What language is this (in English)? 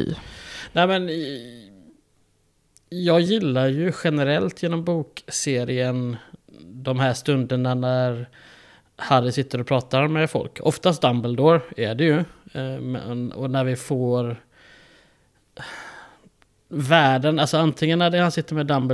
Swedish